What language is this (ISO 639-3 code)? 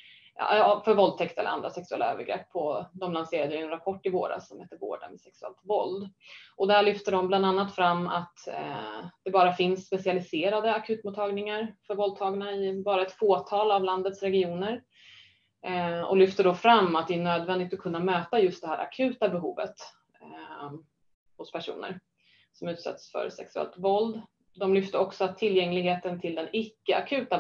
swe